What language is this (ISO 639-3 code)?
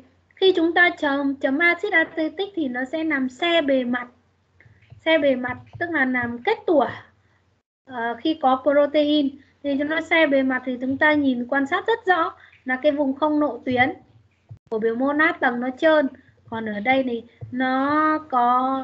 vie